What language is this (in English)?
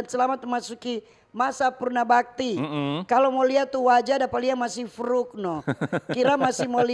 Manado Malay